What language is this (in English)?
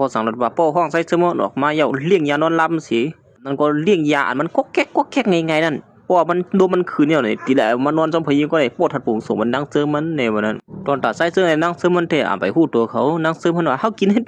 Shan